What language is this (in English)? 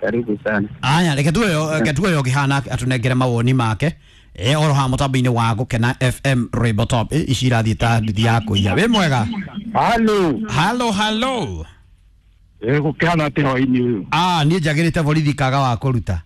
Kikuyu